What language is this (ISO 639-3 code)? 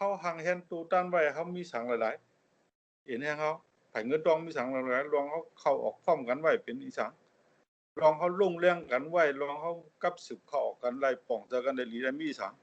shn